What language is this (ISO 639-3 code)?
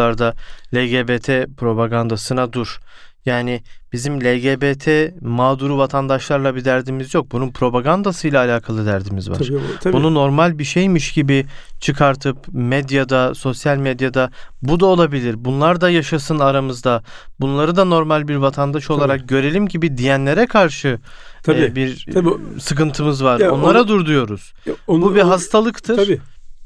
tur